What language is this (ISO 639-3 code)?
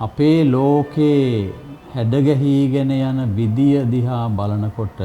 sin